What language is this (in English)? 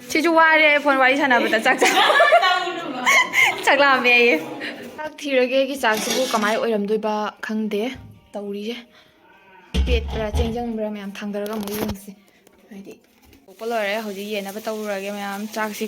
Manipuri